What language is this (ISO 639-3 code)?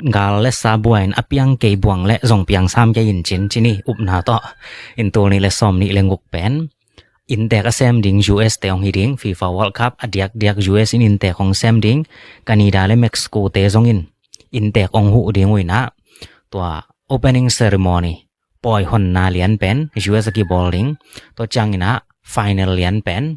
ctd